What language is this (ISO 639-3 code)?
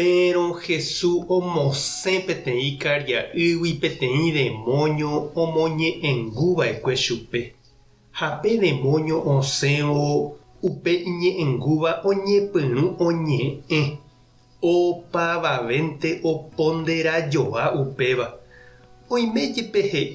grn